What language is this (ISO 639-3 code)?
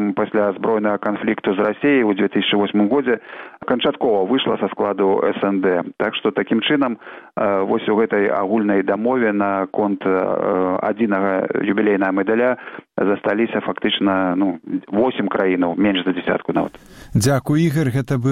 bel